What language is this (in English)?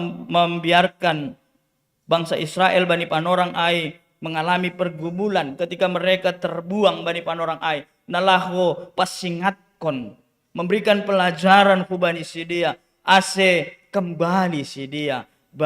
Batak Simalungun